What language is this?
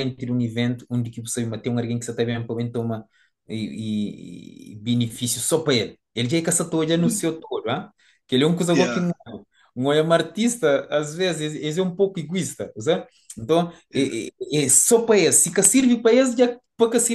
Kabuverdianu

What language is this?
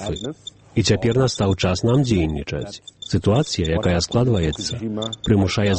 Belarusian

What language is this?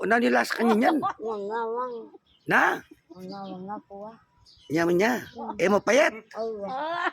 Pampanga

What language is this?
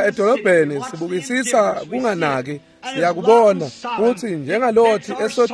Swati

